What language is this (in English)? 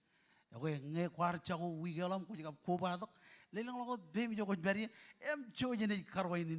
Marshallese